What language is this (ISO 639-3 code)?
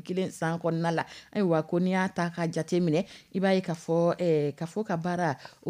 dyu